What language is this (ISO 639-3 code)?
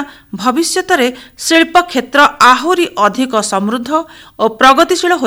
ori